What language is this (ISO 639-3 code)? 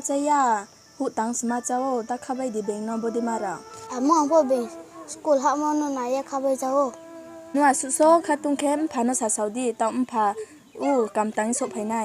ria